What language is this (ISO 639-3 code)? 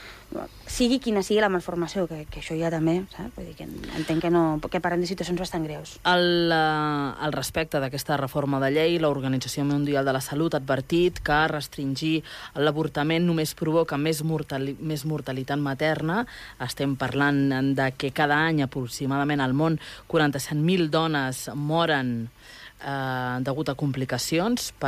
cat